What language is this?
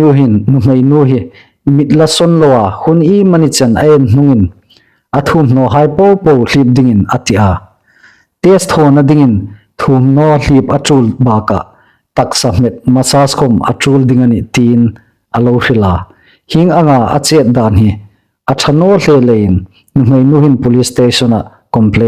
Hmar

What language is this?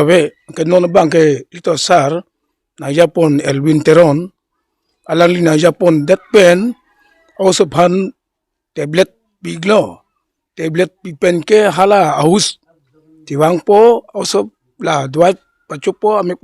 Karbi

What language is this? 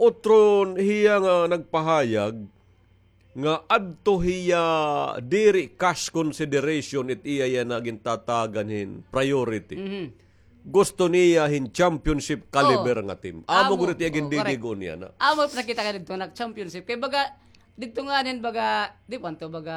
Waray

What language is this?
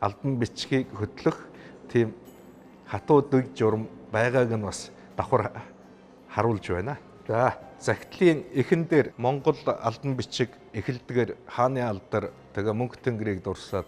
Mongolian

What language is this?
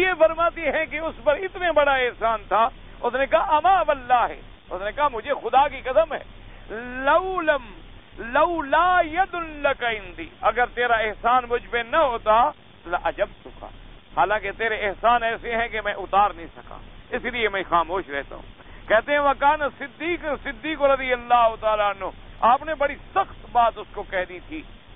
Urdu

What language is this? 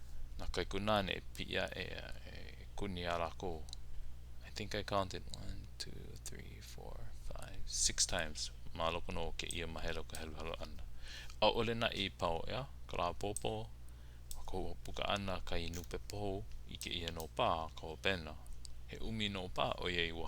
Hawaiian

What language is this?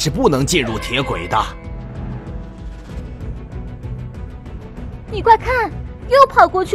Chinese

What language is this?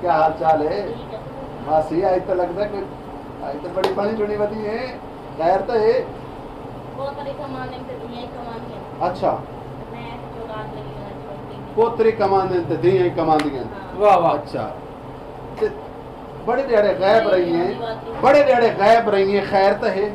Saraiki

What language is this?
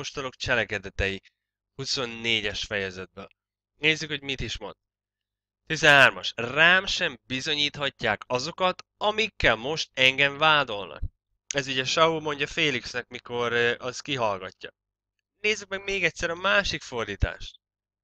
Hungarian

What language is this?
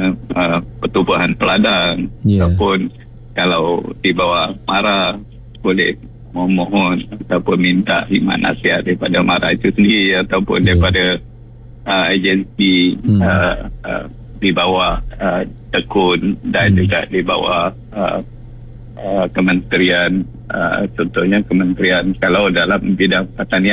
Malay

